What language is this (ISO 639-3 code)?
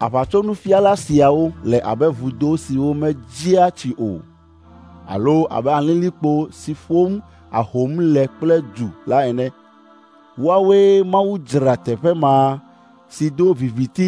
ewe